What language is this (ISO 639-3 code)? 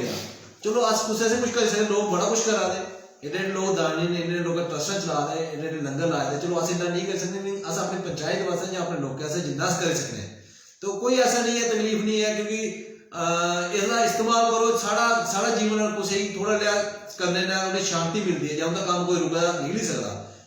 doi